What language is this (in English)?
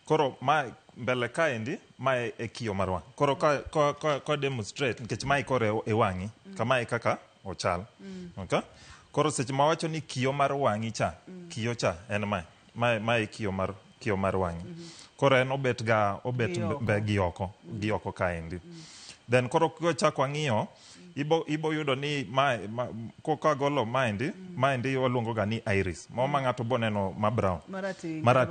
Luo (Kenya and Tanzania)